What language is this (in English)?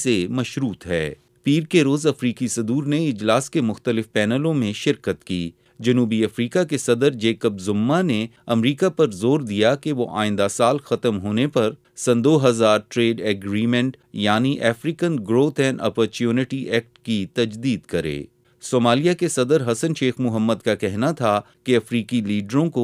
Urdu